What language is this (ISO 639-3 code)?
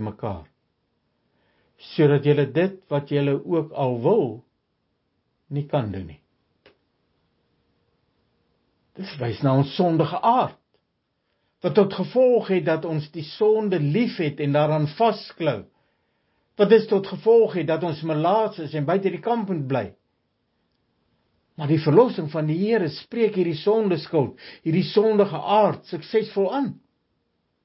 afr